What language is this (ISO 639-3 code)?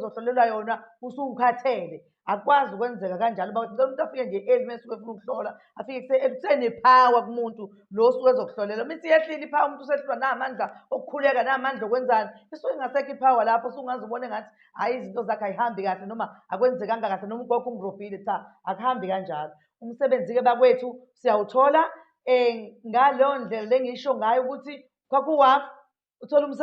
zul